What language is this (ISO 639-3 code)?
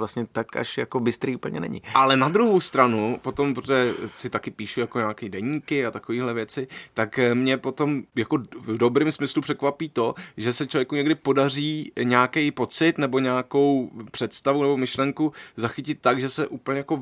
ces